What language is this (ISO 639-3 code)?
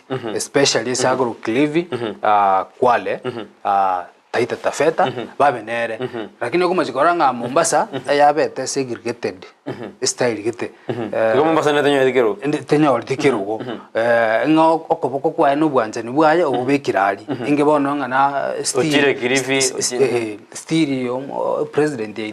guz